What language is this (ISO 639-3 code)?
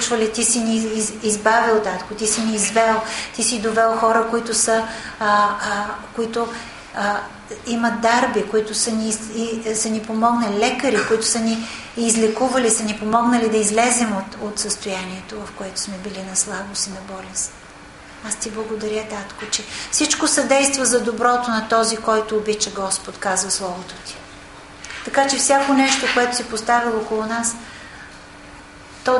bul